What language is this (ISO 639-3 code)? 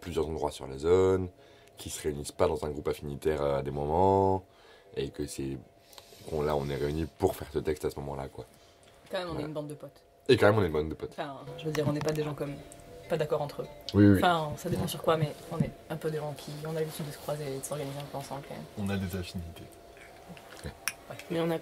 fra